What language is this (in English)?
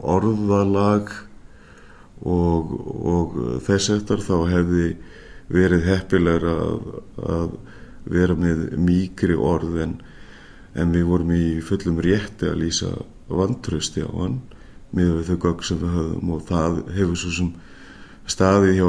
Icelandic